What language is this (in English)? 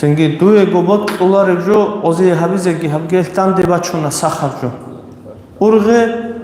Avaric